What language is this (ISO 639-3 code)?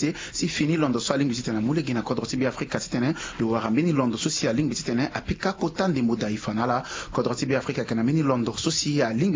sag